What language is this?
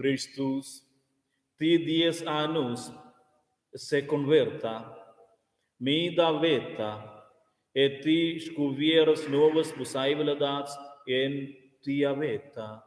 Romansh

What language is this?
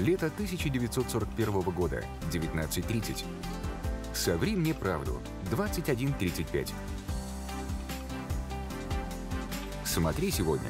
Russian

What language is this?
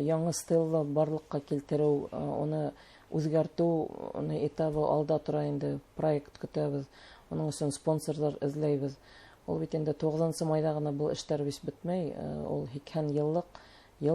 Bashkir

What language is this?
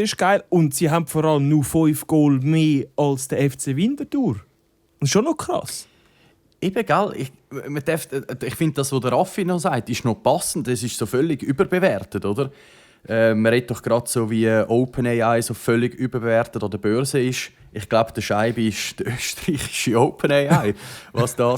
Swiss German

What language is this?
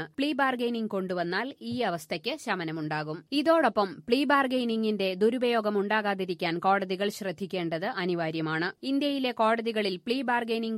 Malayalam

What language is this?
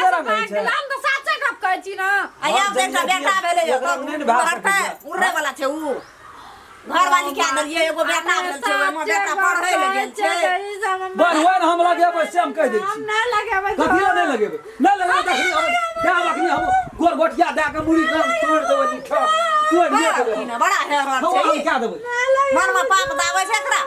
Maithili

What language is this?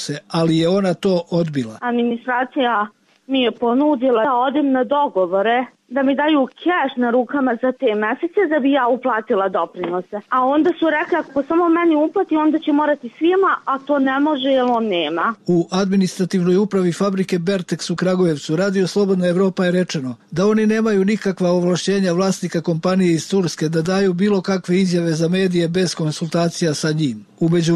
Serbian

